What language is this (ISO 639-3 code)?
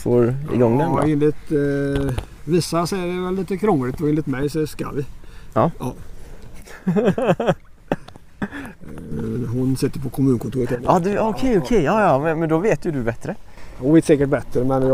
swe